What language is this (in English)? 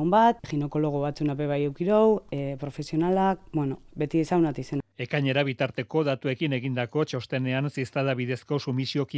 Basque